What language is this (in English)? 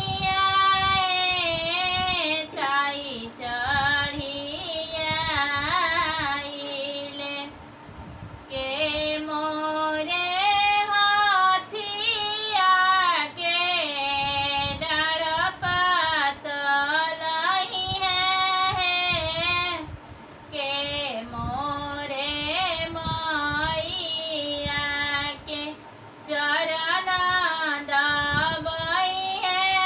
Bhojpuri